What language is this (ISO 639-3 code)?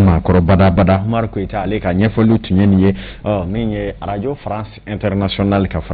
bam